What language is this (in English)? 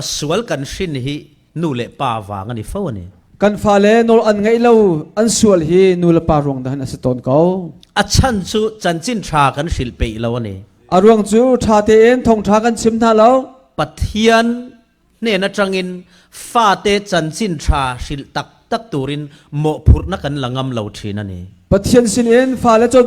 Falam Chin